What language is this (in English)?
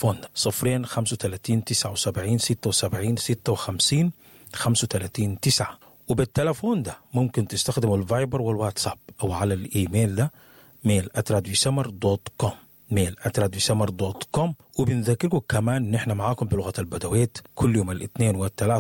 Sudanese Arabic